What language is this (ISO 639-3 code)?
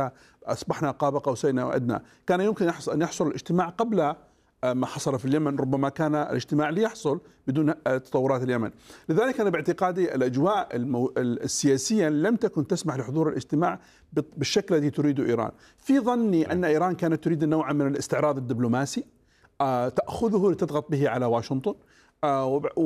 ara